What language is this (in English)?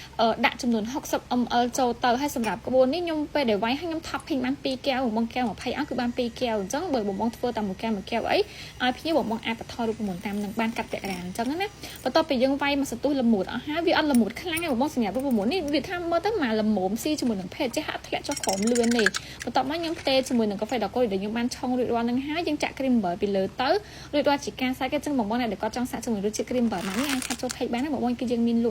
Khmer